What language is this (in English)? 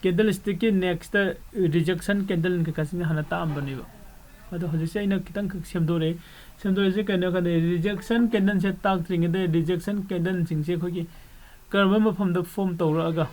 Manipuri